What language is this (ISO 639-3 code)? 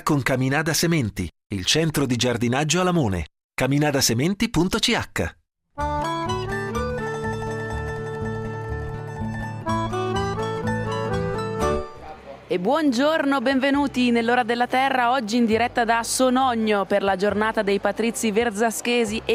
ita